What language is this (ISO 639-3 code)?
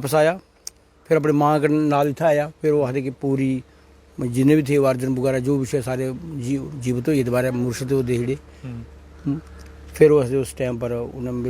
doi